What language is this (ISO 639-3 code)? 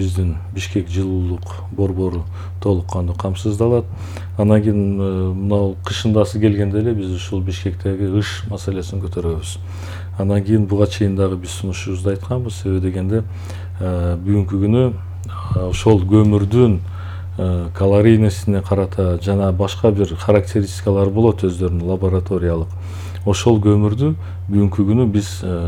kir